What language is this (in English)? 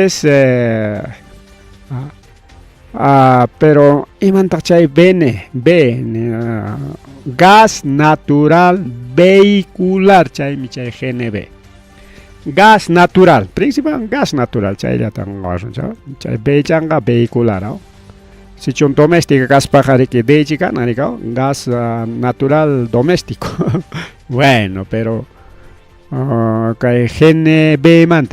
Ayacucho Quechua